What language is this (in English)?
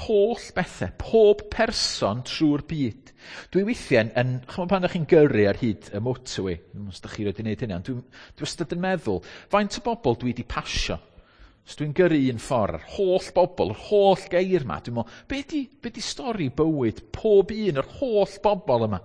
Welsh